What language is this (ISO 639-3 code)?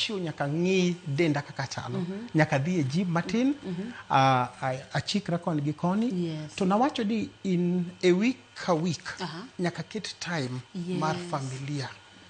luo